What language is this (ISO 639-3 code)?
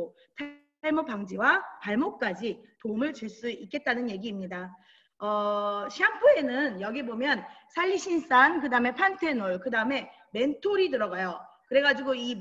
kor